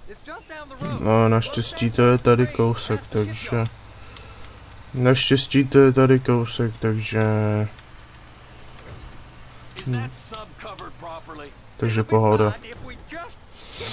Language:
Czech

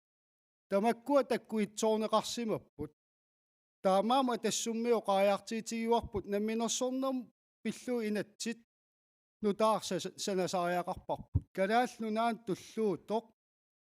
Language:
Kalaallisut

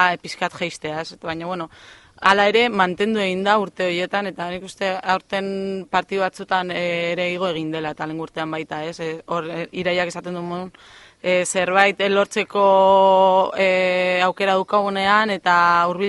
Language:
Basque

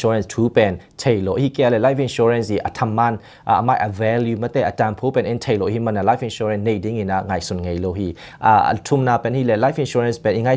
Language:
Tedim Chin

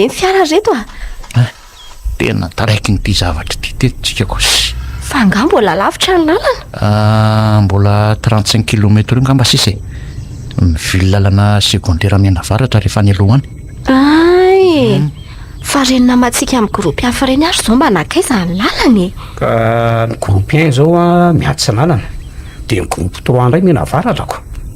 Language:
Malagasy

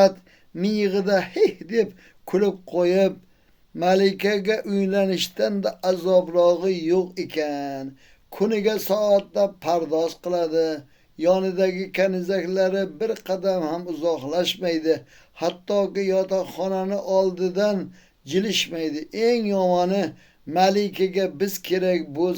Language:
Uzbek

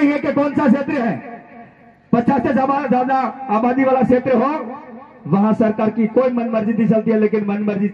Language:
Hindi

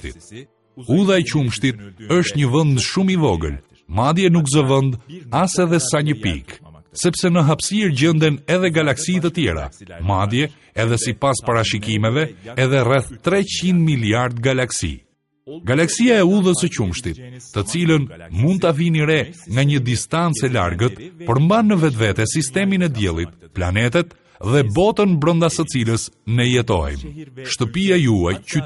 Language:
Albanian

